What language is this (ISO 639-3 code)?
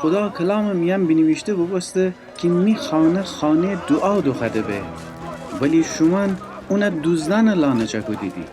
glk